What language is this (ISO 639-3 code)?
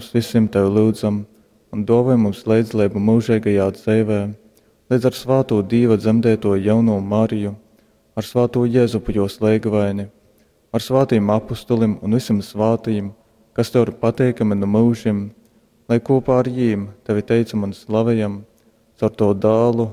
ltg